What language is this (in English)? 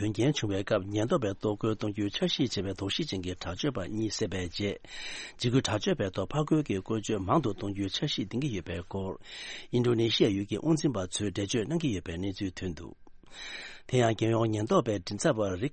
Tibetan